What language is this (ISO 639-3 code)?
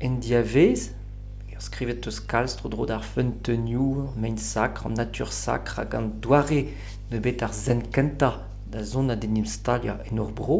bre